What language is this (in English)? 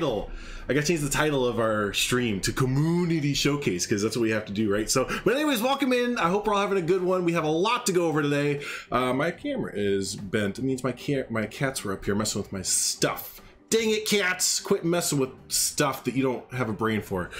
English